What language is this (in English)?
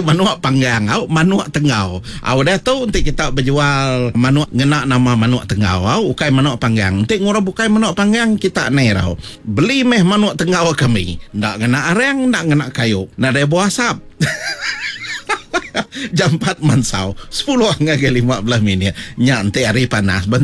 Iban